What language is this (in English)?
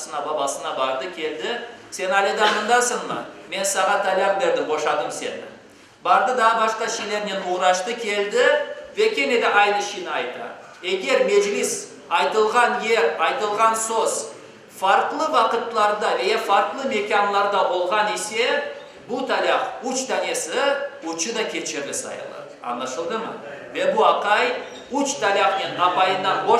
Crimean Tatar